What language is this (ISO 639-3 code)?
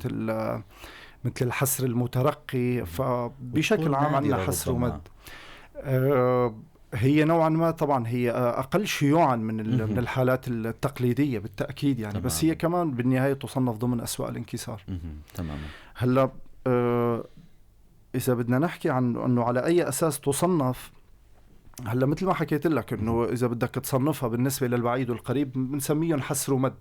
apc